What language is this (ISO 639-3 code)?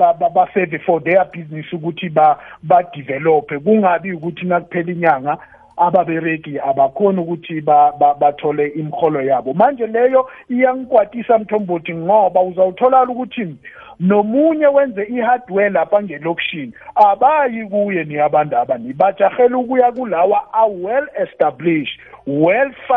nbl